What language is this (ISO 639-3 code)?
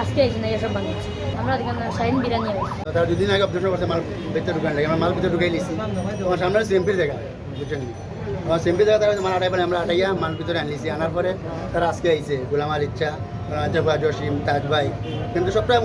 syl